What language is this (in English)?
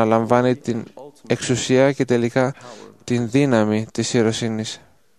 Greek